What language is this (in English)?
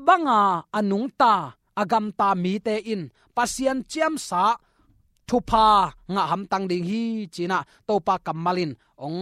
Tedim Chin